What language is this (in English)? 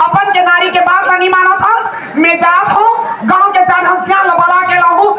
Chhattisgarhi